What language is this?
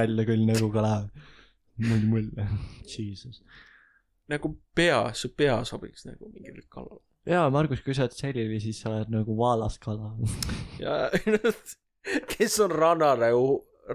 Estonian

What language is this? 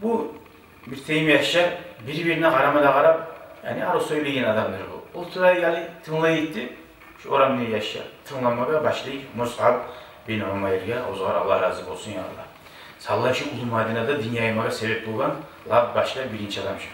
Kumyk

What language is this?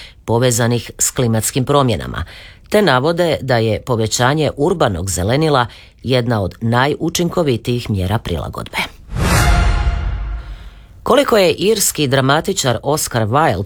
Croatian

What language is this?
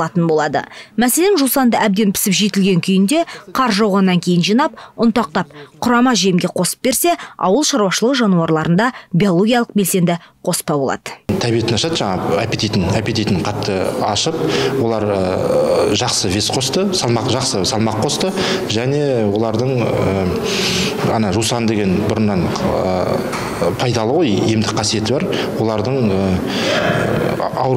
Kazakh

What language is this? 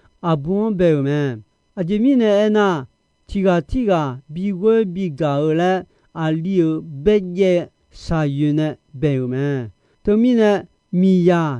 Akha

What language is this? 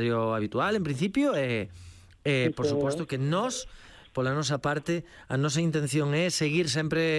Galician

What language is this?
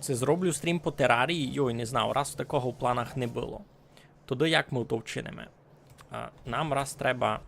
Rusyn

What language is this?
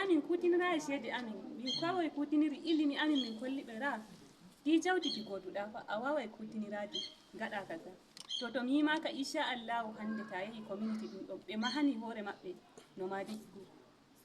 Nigerian Fulfulde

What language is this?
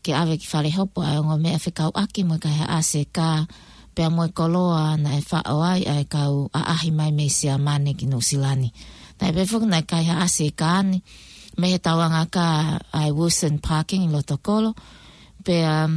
Tongan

